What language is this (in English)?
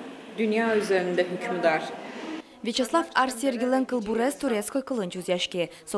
Udmurt